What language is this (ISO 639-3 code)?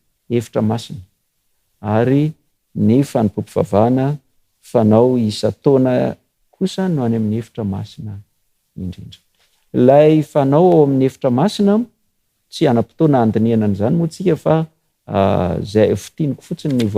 mlg